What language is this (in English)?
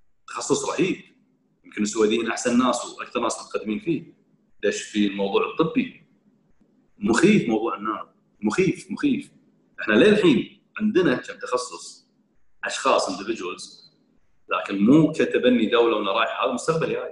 Gulf Arabic